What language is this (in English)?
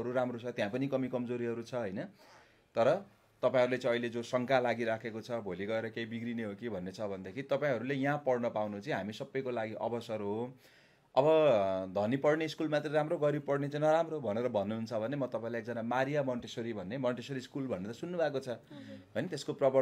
Nepali